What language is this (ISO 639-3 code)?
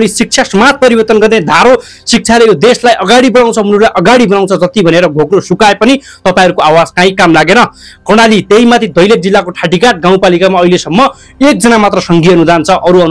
nep